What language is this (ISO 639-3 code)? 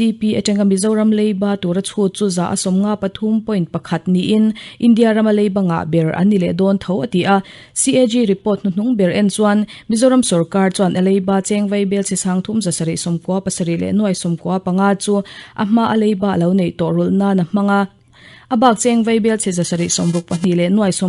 lus